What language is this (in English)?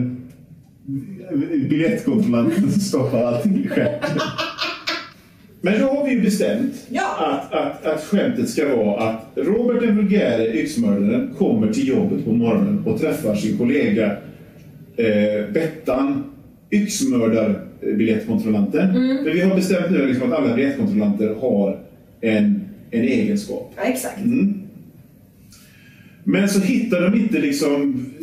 Swedish